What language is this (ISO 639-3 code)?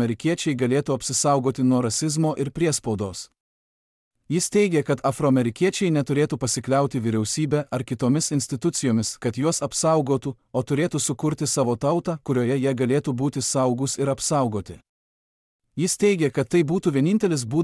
lit